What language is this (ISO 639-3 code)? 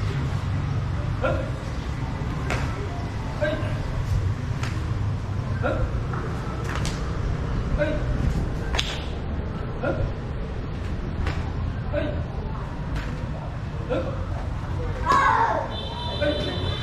vie